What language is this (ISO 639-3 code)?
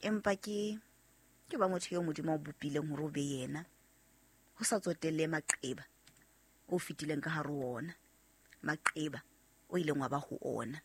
sot